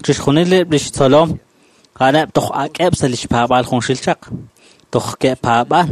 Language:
Kekchí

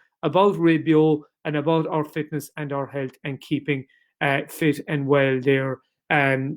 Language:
Irish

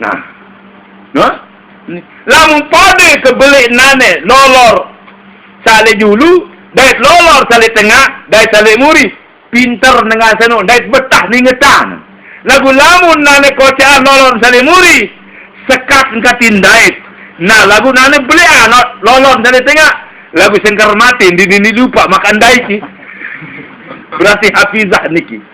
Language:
Sasak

